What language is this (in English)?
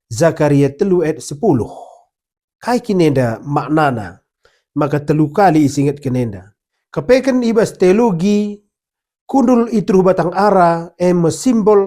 Batak Karo